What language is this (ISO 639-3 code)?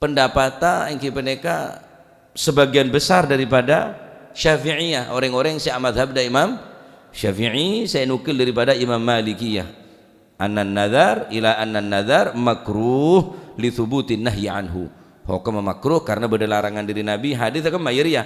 mad